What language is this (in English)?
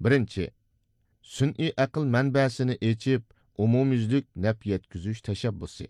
Uyghur